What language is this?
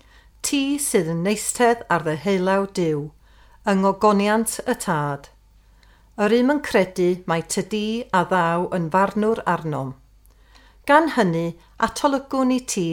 Welsh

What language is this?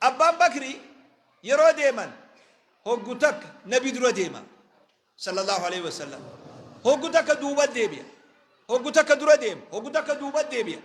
Oromo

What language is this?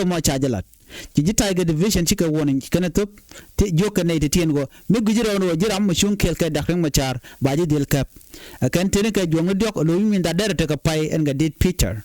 Nuer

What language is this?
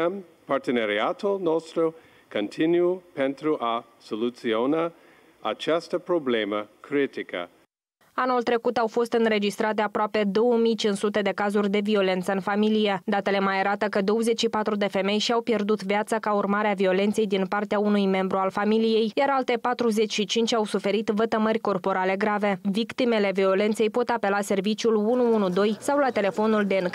Romanian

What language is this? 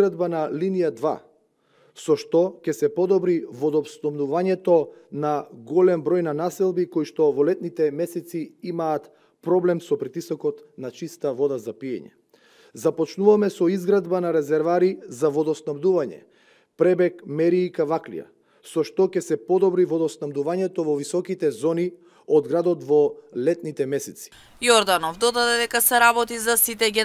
Macedonian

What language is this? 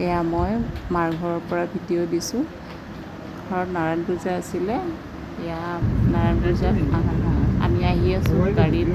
Assamese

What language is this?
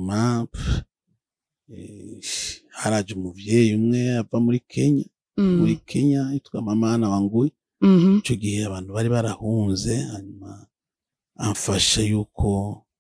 Rundi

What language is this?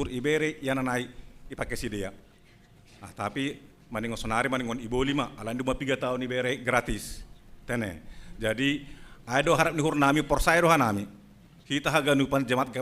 Batak Simalungun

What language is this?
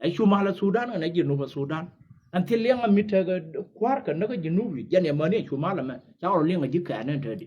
Nuer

